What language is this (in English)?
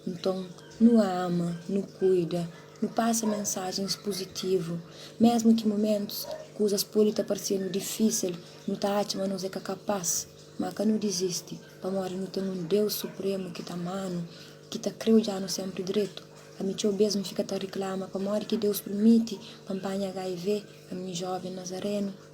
Kabuverdianu